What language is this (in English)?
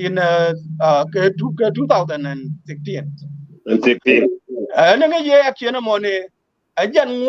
Nuer